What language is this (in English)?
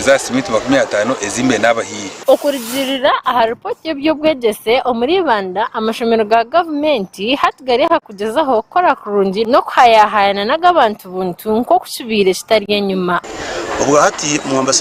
Nyankole